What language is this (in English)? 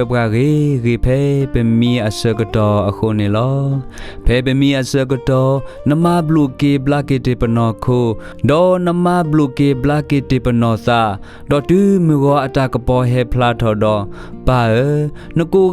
S'gaw Karen